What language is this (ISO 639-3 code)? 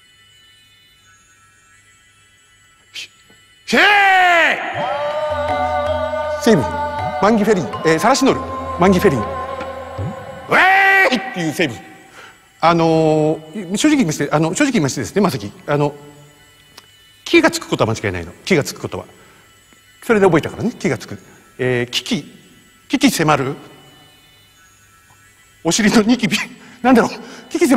jpn